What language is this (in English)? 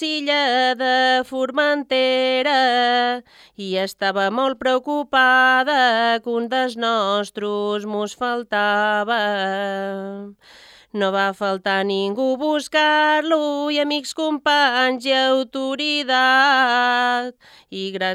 Catalan